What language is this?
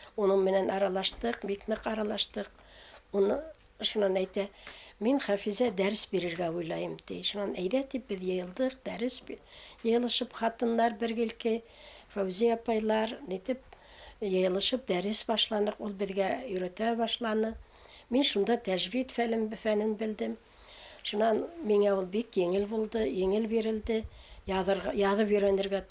Bashkir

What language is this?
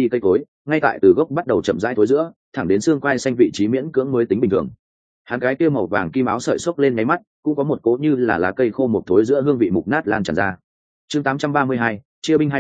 Vietnamese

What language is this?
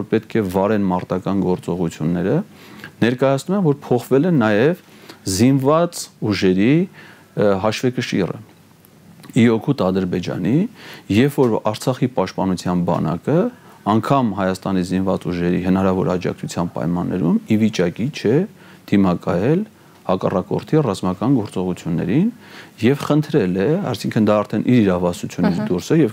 Armenian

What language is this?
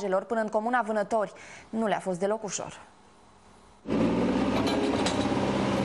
Romanian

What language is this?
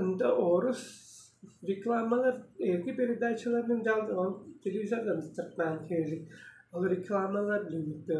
Tuvinian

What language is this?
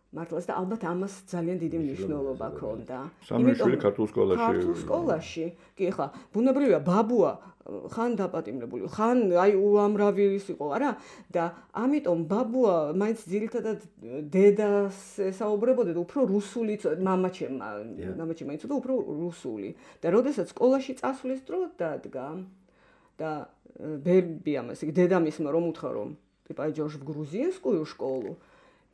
Georgian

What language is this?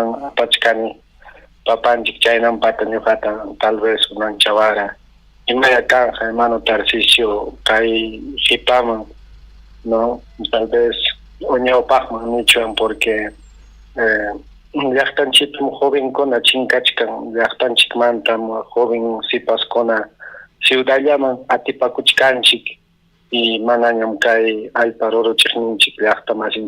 Ayacucho Quechua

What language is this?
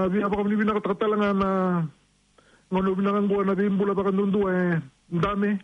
Fijian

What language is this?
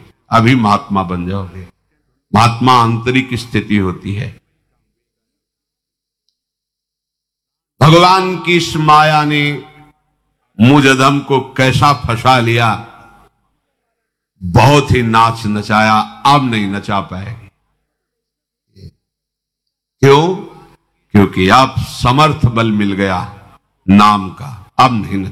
Hindi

